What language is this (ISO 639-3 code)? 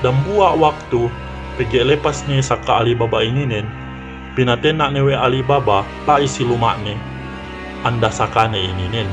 yka